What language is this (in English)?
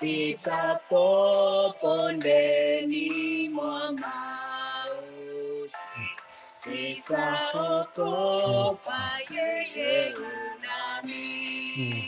Kalenjin